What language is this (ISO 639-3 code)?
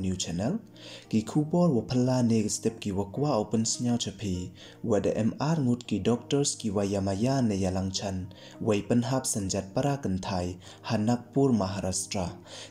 pbv